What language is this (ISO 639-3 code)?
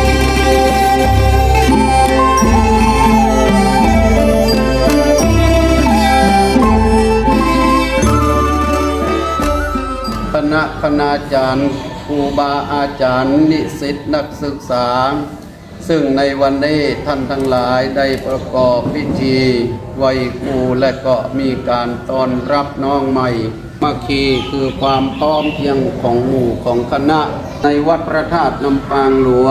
tha